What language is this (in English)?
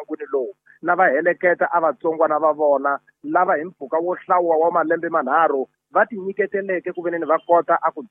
Tsonga